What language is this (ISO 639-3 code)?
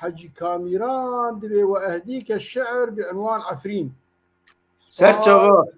kur